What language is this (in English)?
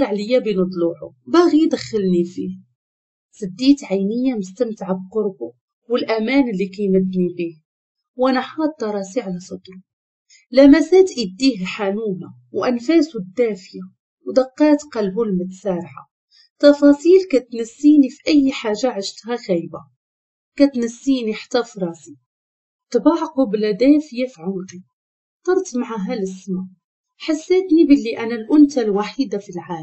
Moroccan Arabic